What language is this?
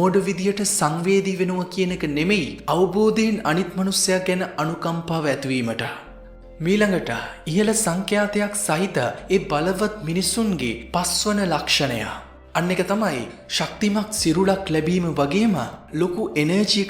Sinhala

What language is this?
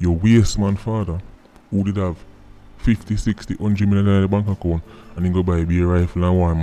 Jamaican Creole English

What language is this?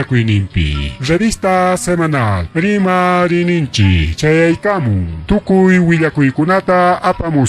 Ayacucho Quechua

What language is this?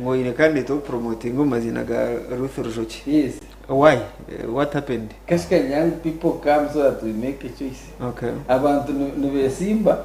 Nyankole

